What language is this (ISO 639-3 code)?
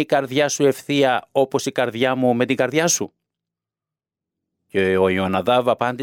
ell